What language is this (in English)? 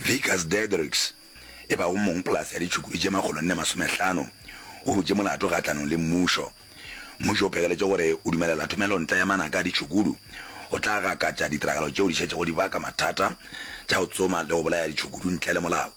Northern Sotho